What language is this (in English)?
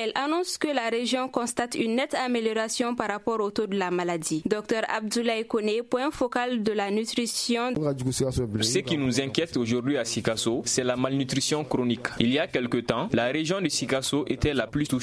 French